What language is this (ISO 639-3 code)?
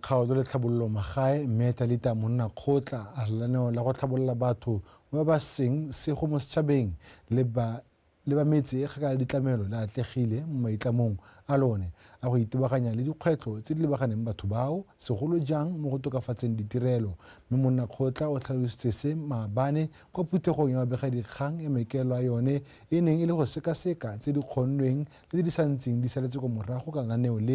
tsn